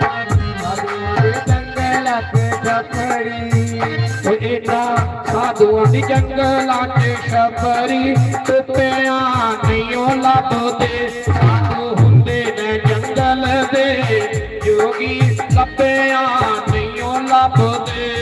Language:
Dogri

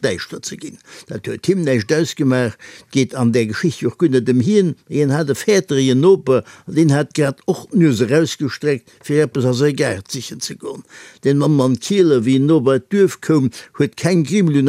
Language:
Luxembourgish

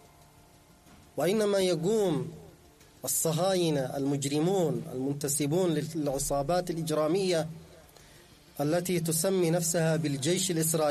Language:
Arabic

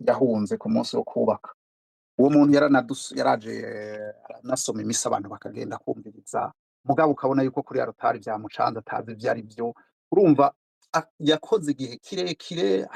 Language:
Rundi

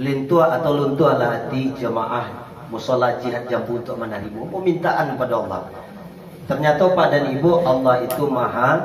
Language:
Minangkabau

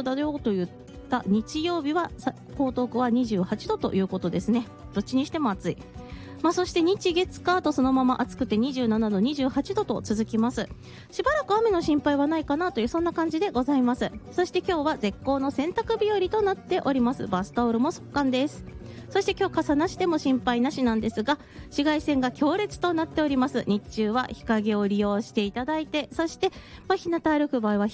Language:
Japanese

